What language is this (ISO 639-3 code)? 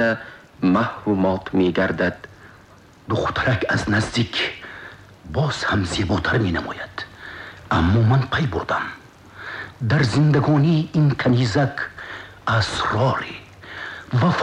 tgk